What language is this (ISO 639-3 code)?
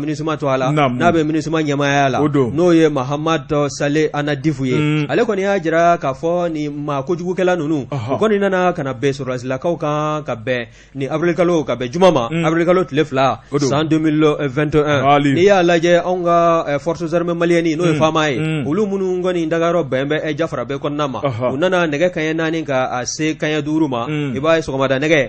bam